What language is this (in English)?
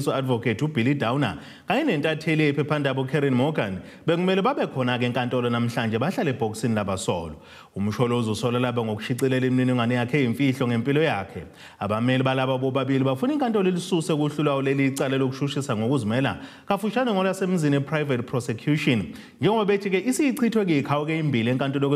Zulu